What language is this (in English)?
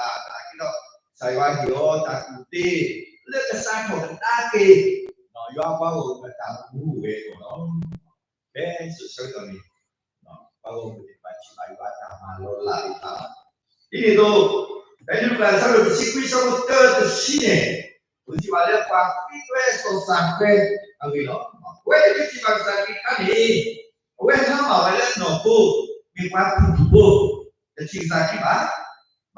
S'gaw Karen